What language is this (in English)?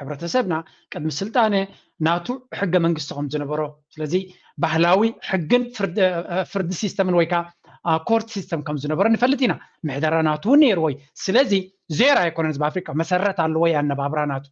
Tigrinya